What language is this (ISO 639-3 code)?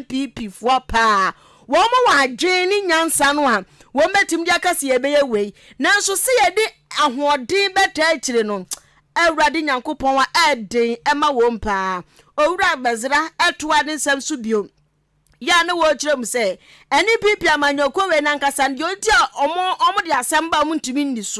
aka